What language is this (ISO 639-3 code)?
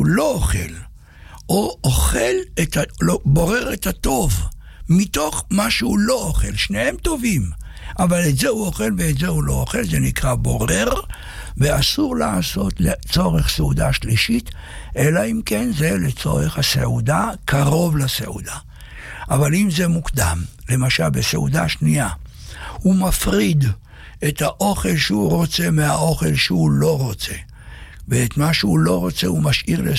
heb